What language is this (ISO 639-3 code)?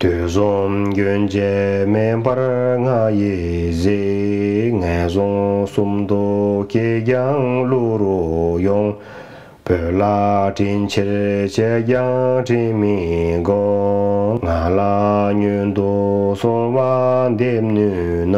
bod